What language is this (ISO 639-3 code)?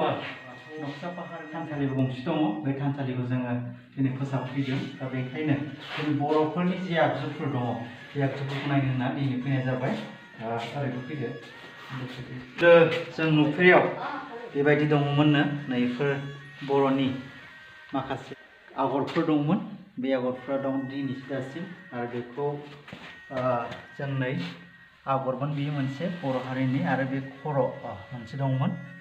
brx